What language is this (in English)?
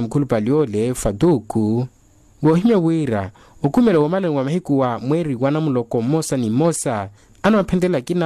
Makhuwa